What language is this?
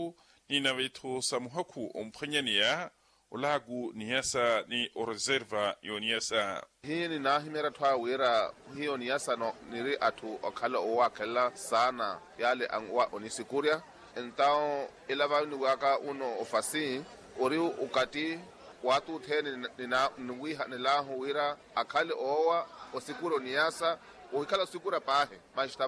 Makhuwa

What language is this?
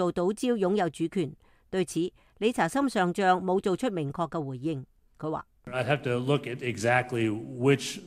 Cantonese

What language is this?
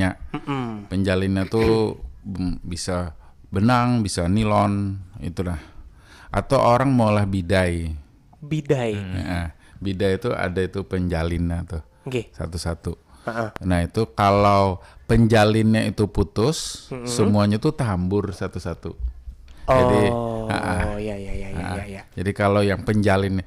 Banjar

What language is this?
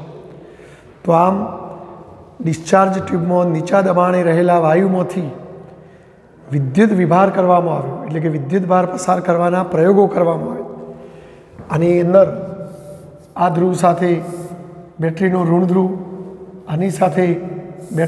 Gujarati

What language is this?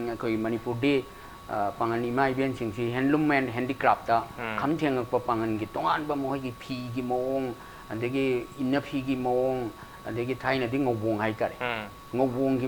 Manipuri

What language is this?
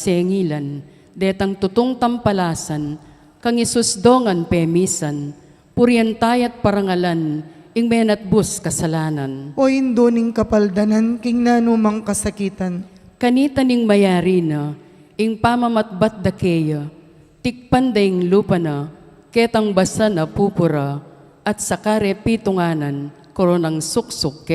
Pampanga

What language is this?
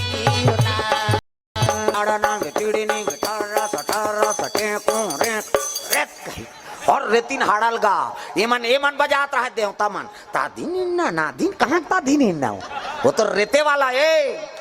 Chhattisgarhi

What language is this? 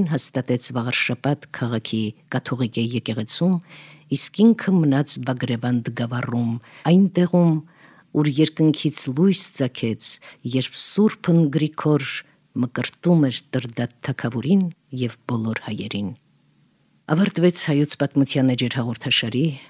Armenian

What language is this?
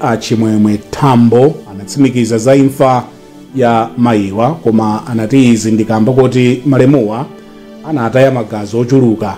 Nyanja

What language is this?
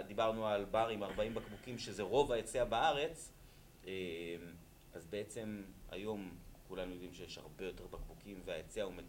Hebrew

